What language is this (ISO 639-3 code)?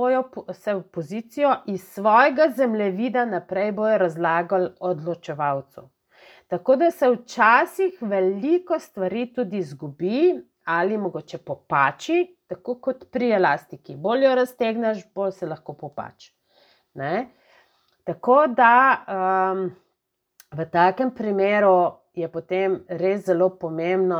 slv